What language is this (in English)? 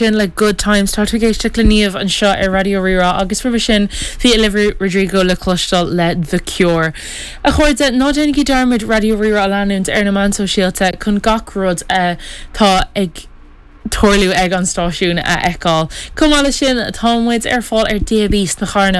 Irish